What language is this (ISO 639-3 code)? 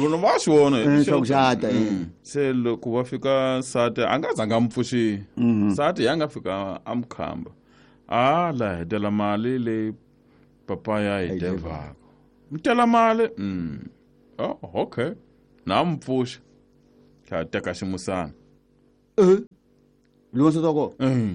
tso